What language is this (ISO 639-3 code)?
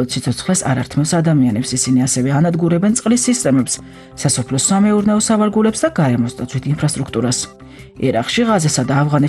kat